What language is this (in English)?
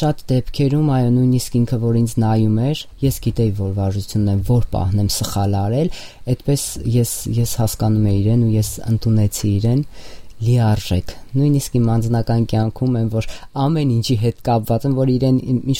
Armenian